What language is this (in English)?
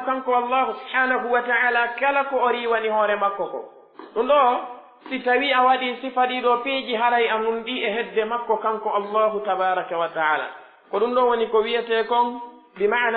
Pular